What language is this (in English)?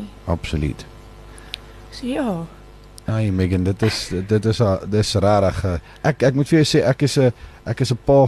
Afrikaans